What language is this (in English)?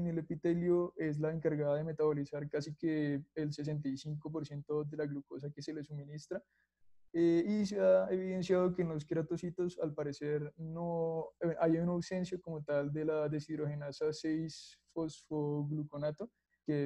Spanish